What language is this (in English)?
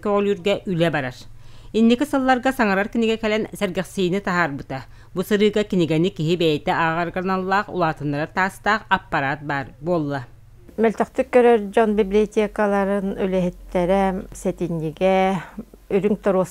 Yakut